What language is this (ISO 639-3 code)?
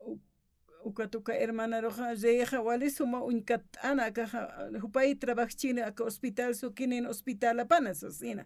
aym